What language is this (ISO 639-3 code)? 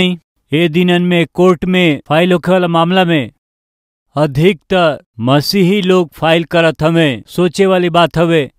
bho